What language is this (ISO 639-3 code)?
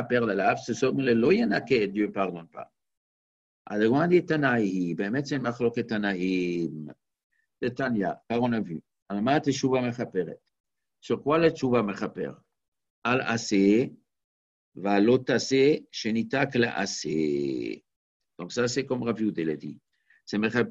fra